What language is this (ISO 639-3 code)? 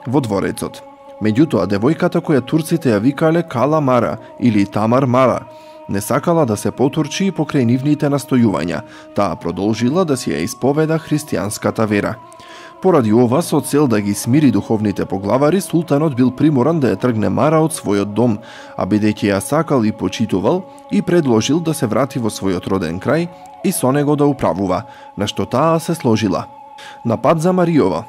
mkd